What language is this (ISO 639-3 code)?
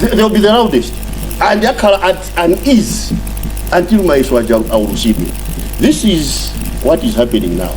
nya